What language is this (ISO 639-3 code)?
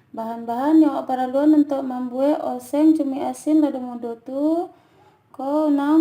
min